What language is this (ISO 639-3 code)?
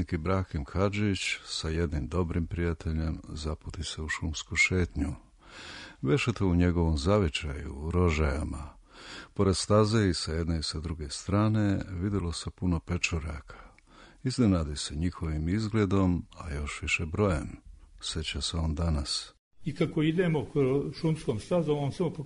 srp